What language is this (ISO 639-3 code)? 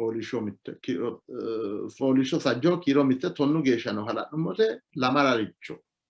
sid